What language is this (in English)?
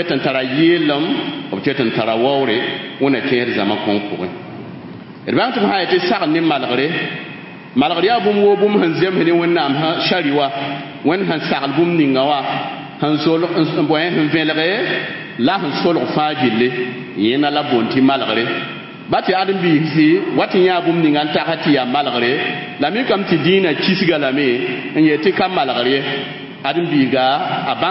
Mossi